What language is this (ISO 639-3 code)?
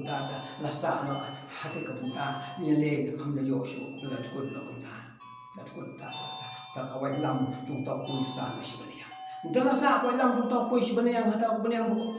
kha